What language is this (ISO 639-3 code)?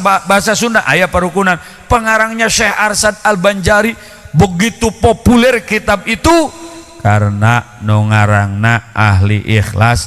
sun